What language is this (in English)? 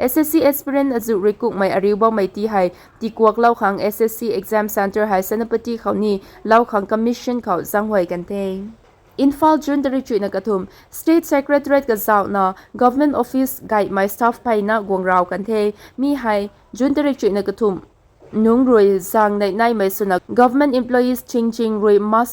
Rongmei Naga